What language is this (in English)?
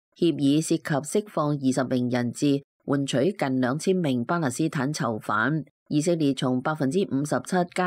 Cantonese